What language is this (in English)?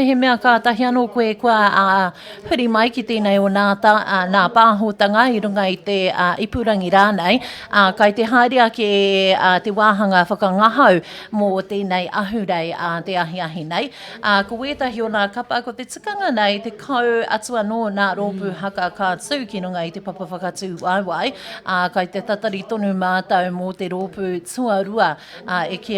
Māori